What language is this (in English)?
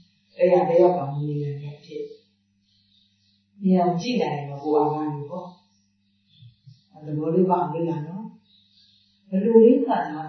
Burmese